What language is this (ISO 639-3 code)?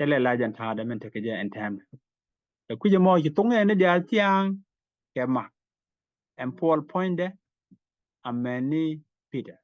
nus